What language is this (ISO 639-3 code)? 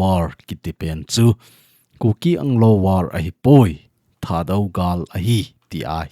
tcz